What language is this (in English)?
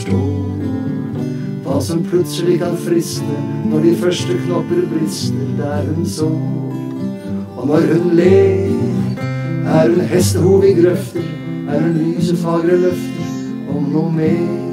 Norwegian